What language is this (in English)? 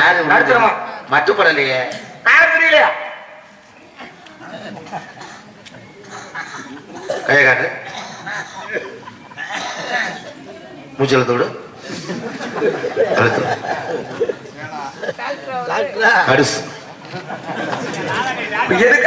Tamil